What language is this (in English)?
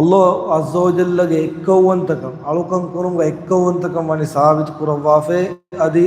Divehi